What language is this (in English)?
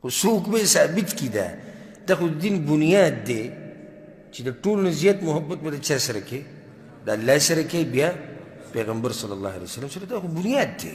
Pashto